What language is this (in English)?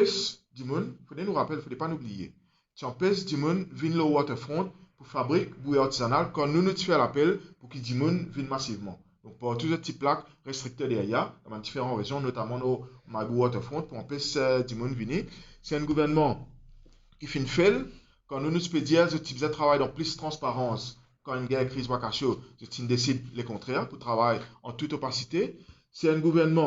Morisyen